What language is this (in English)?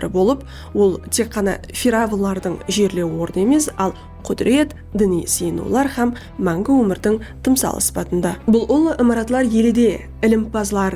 Kara-Kalpak